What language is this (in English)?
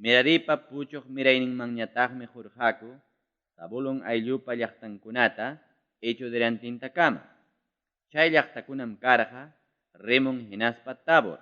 Ayacucho Quechua